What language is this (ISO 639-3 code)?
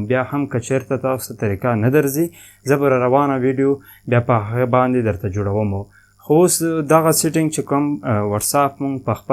pus